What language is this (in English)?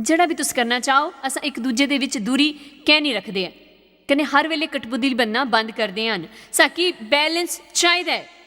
Dogri